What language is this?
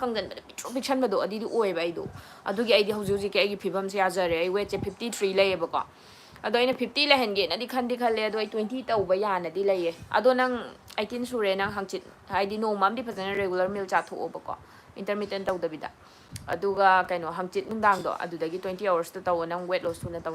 Manipuri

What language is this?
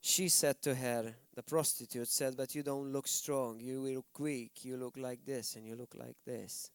English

